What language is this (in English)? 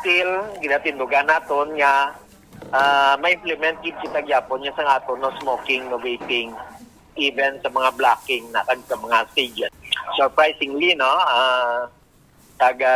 Hiligaynon